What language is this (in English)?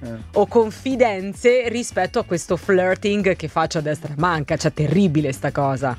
Italian